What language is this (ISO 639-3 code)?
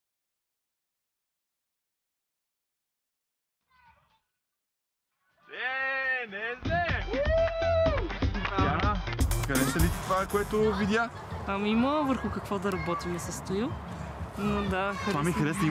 bul